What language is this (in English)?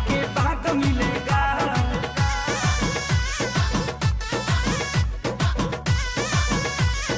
Bhojpuri